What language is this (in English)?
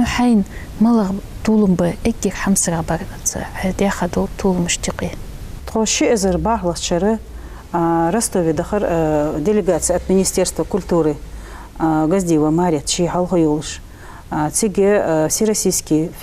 Ingush